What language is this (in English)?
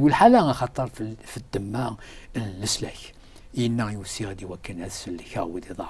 Kabyle